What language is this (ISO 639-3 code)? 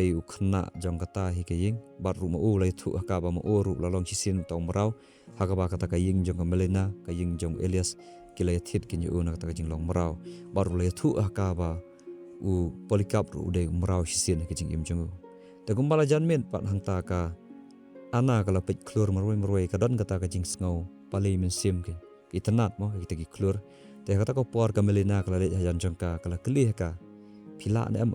kha